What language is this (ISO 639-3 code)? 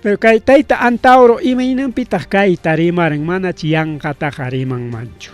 quy